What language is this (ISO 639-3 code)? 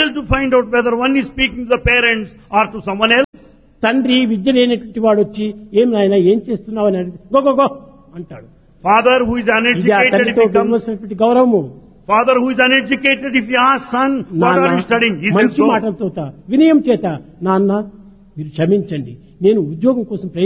tel